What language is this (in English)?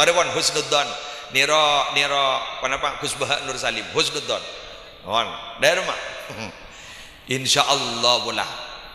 Madurese